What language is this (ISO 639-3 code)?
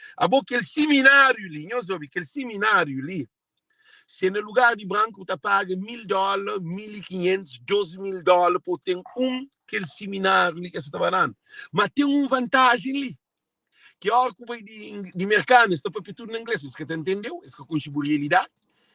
kea